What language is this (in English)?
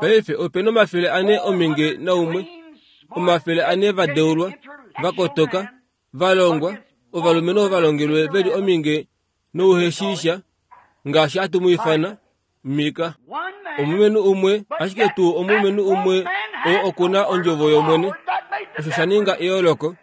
Kuanyama